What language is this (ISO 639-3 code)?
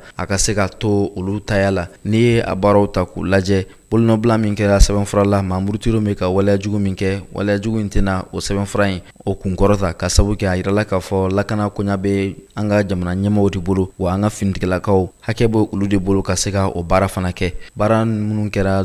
bam